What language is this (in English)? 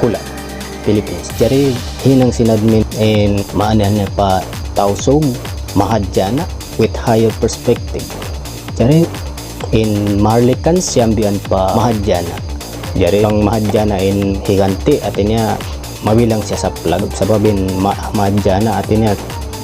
Tausug